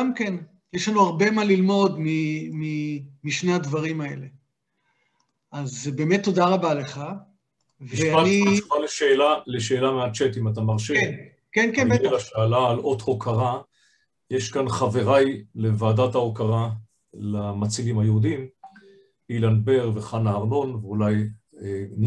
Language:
Hebrew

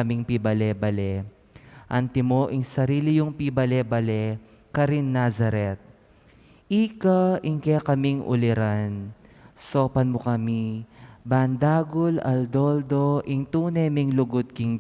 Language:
Pampanga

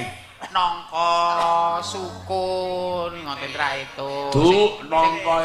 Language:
Javanese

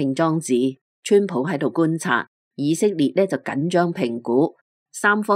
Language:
Cantonese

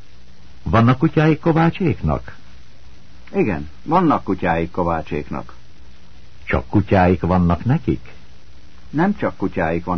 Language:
Hungarian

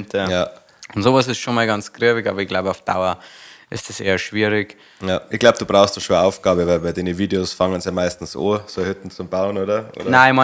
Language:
Bavarian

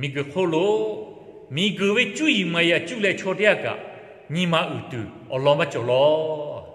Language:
Lahu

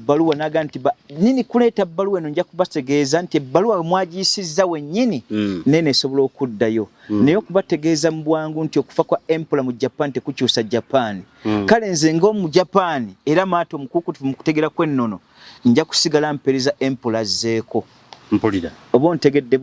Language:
Ganda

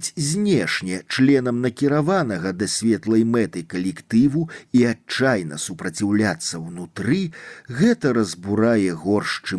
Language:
Belarusian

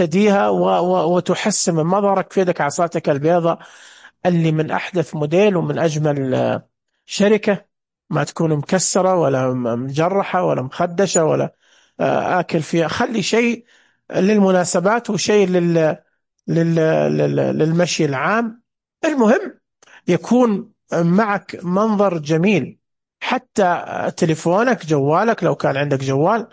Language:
Najdi Arabic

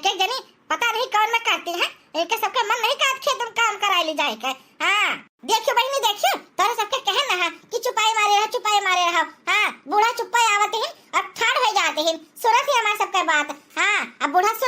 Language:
Awadhi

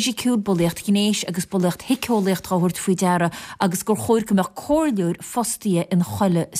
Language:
Irish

